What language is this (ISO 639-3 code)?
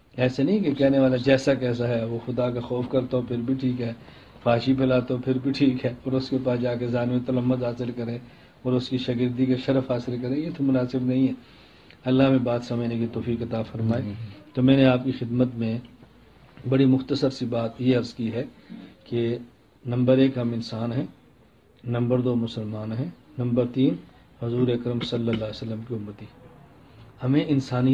urd